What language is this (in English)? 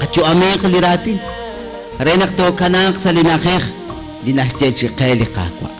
Kekchí